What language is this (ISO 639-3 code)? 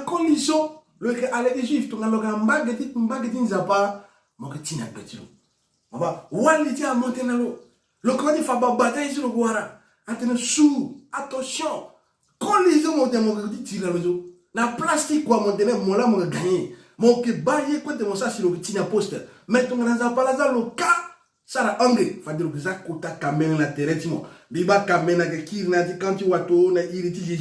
sag